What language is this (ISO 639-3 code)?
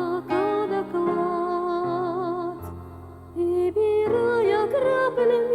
chv